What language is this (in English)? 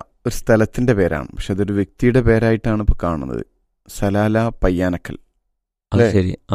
Malayalam